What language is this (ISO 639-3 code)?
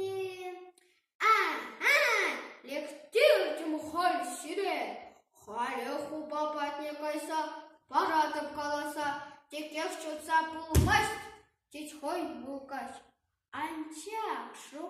chv